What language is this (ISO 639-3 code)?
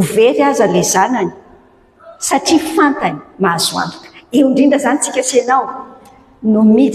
mlg